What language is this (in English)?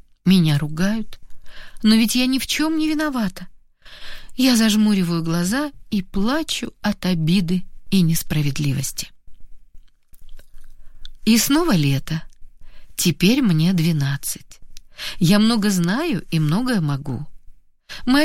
Russian